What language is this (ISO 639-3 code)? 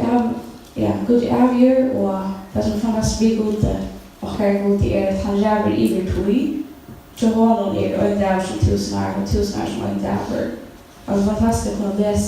fao